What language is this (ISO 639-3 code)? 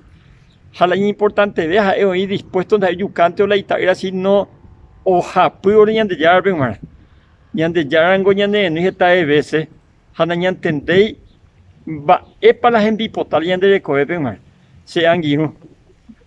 grn